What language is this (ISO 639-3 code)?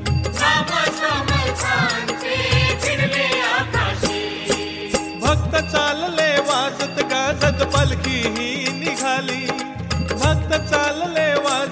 mar